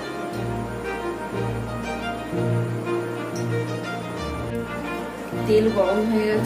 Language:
Bangla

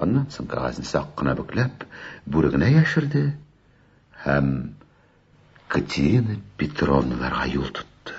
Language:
Tatar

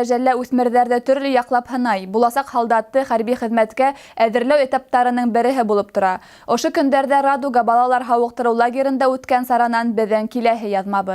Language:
Bashkir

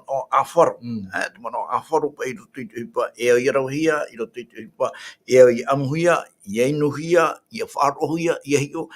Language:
Tahitian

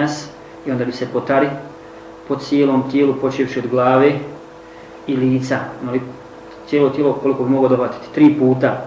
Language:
Bosnian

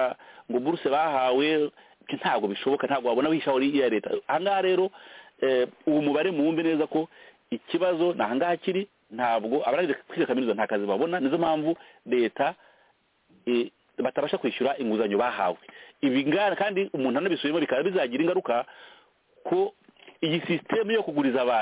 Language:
Kinyarwanda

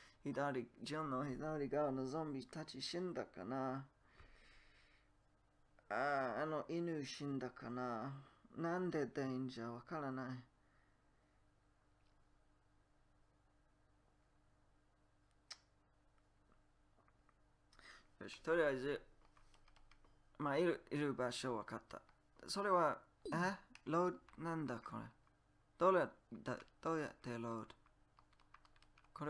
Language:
Japanese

